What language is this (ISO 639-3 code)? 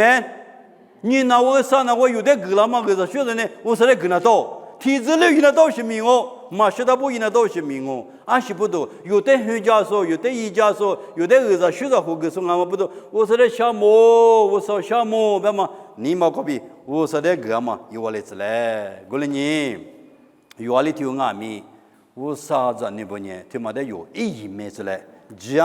lis